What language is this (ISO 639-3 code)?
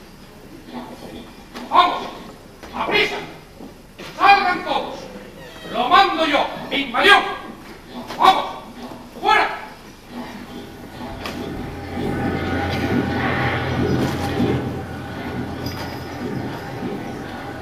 spa